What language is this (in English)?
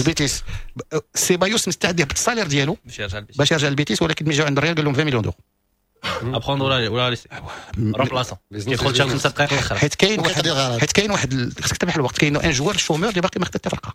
Moroccan Arabic